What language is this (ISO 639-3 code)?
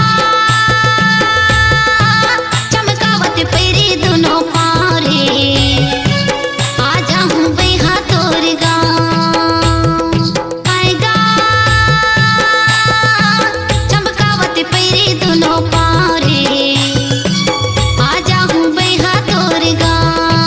hne